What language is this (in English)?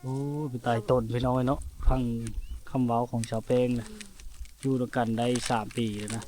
Lao